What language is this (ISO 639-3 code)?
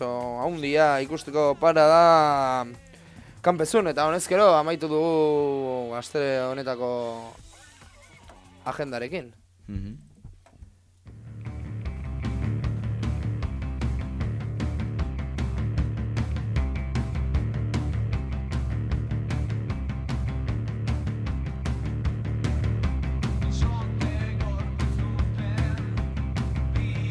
eus